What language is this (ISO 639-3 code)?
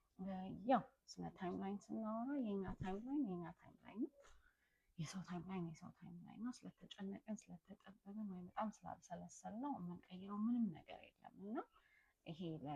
amh